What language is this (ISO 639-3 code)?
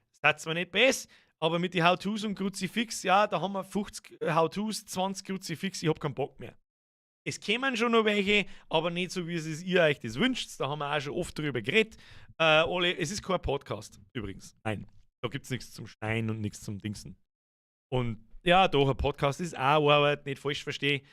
bar